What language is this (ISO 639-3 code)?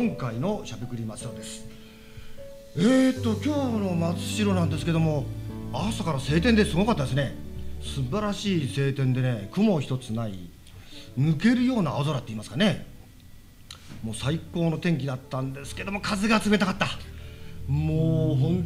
jpn